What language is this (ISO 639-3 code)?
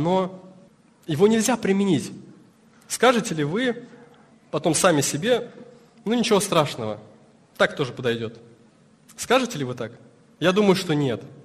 rus